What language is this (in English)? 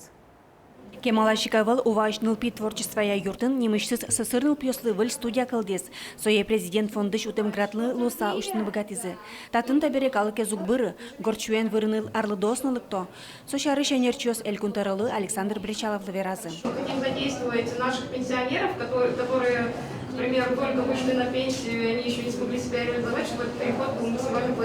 Udmurt